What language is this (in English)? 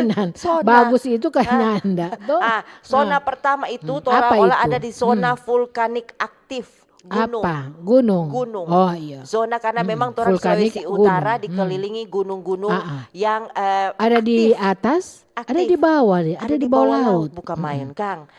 Manado Malay